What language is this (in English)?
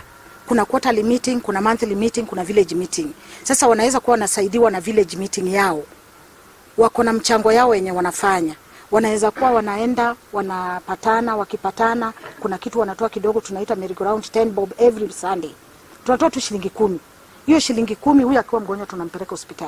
Swahili